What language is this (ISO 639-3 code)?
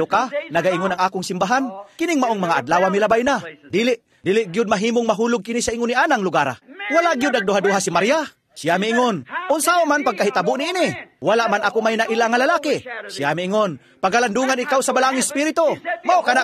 ceb